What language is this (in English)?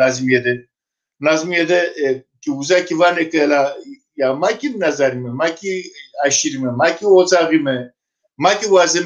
Zaza